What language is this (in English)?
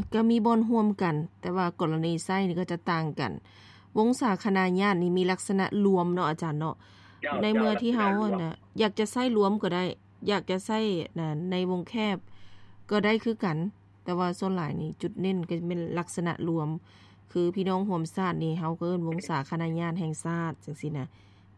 Lao